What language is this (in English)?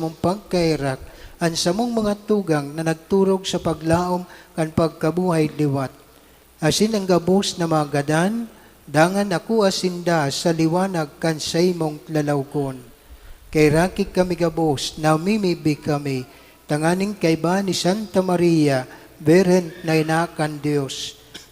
Bikol